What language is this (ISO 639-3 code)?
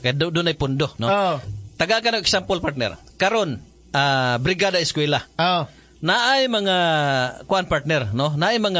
ceb